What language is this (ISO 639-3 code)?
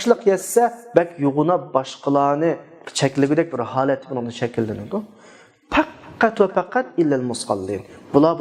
uig